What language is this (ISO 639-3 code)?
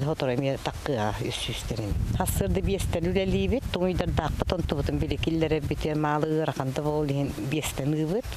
sah